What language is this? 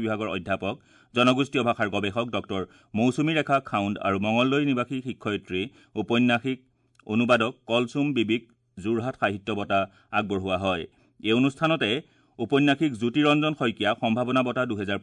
Assamese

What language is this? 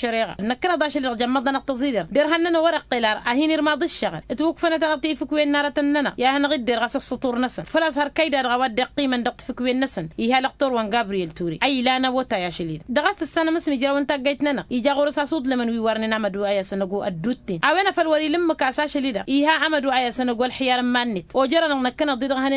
Tamasheq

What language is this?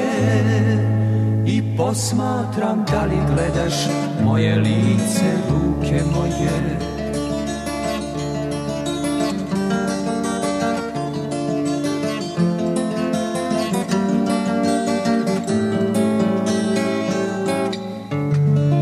Serbian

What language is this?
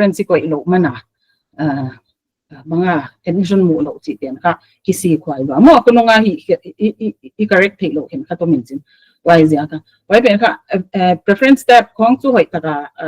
Paite Chin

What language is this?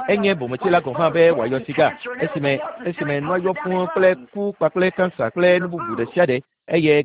Ewe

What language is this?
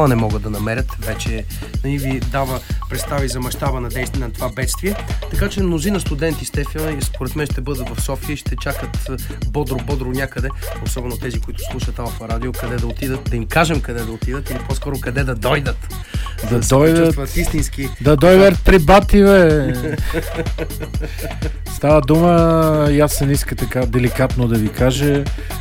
Bulgarian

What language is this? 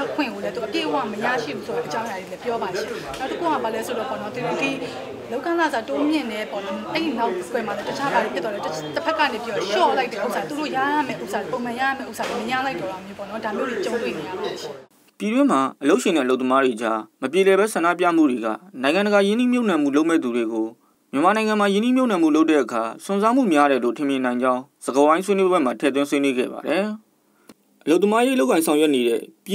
Burmese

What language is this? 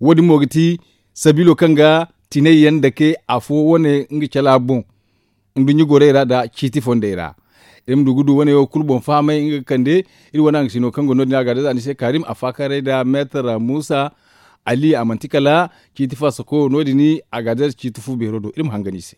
Zarma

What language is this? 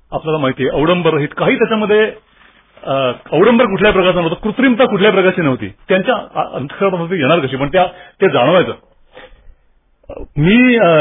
Marathi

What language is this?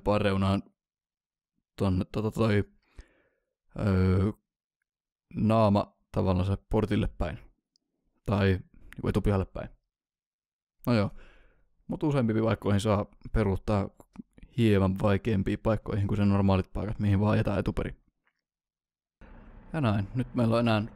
Finnish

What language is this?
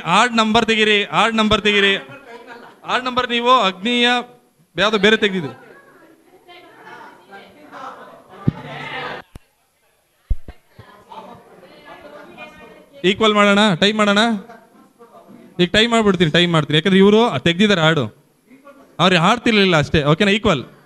Kannada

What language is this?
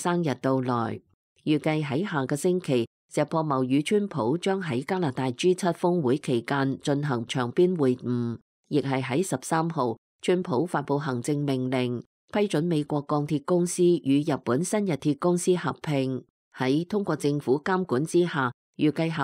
Cantonese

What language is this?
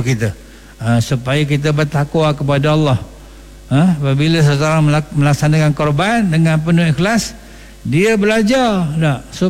Malay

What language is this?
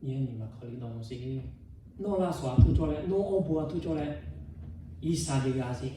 Lahu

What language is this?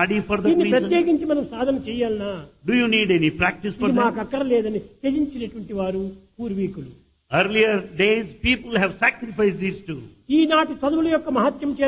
Telugu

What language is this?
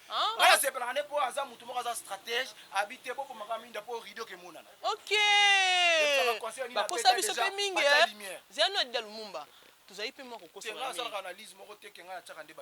Lingala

